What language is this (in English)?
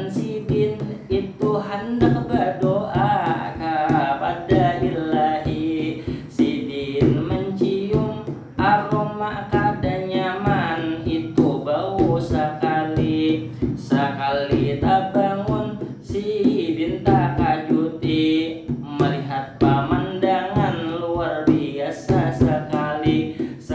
Banjar